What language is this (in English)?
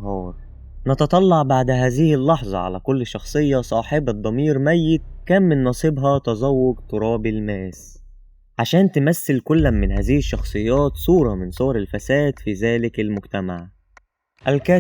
Egyptian Arabic